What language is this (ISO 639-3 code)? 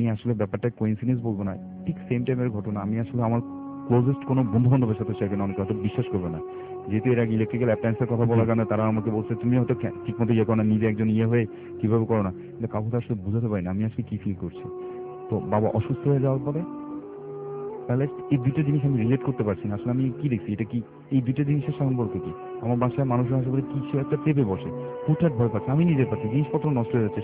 ben